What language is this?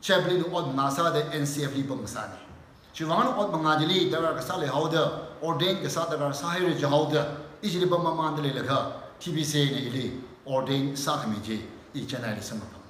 Tangkhul Naga (India)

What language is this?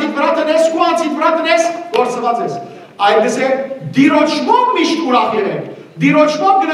Western Armenian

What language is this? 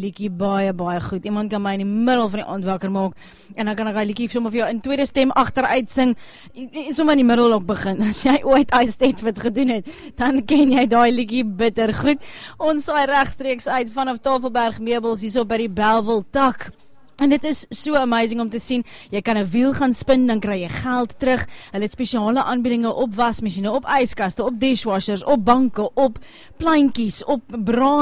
Afrikaans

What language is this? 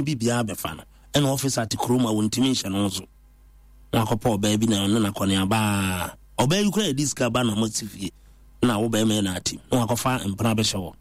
Akan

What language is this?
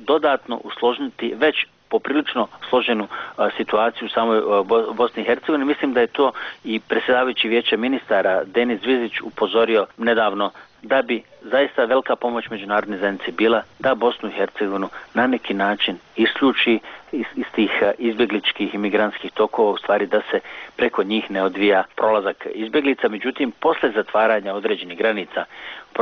Bosnian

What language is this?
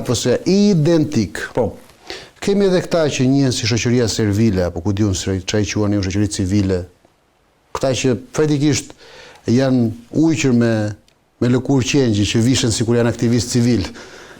Albanian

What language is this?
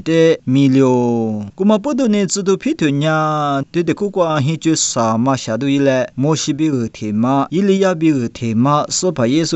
Lisu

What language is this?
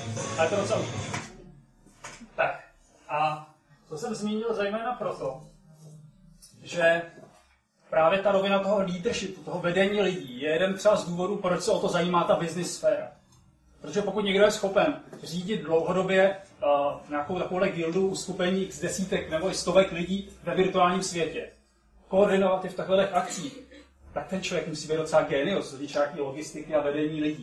Czech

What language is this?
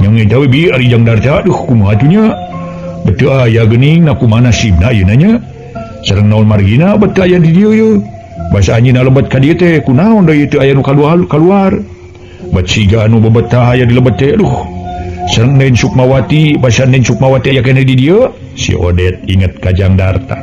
Sundanese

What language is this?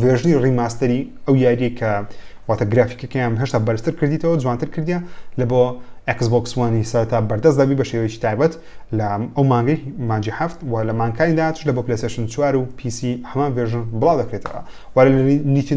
Central Kurdish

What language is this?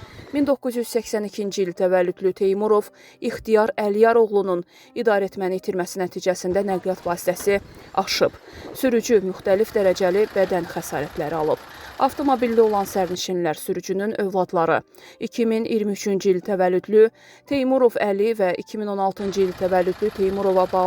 Azerbaijani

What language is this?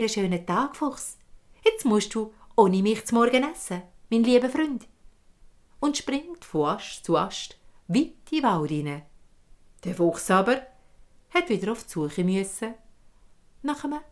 Swiss German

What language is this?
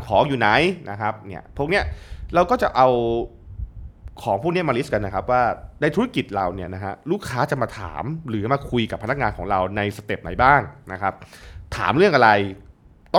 Thai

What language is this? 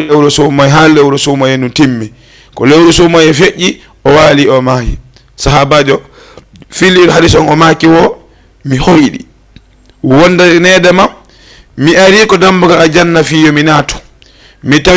Fula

